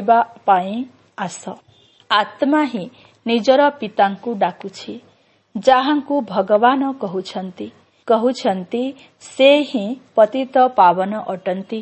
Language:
Odia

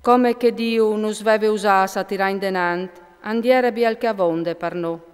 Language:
Friulian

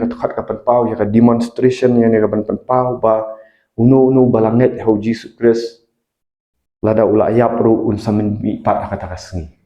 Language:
Khasi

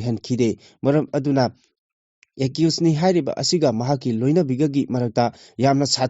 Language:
Manipuri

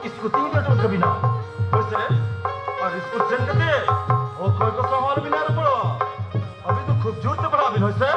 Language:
Santali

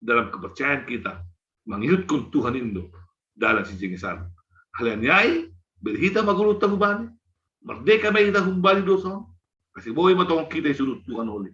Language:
Batak Simalungun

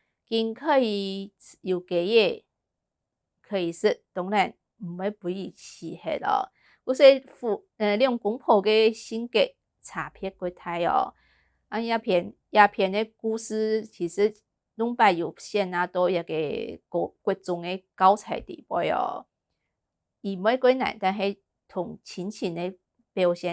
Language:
Hakka Chinese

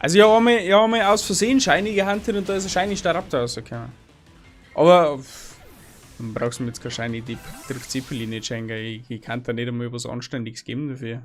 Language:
Bavarian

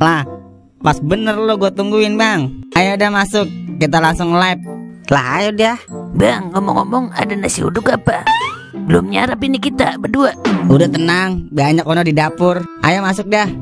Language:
Betawi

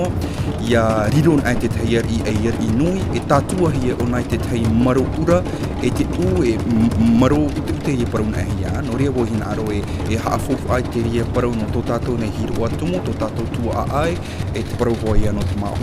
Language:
Tahitian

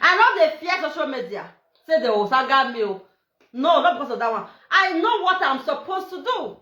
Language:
Nigerian Pidgin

